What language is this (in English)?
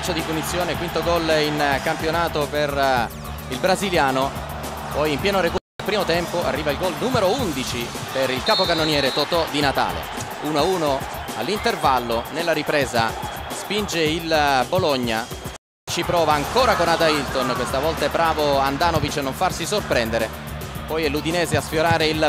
Italian